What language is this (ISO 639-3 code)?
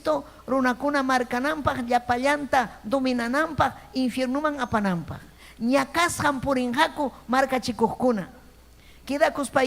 quy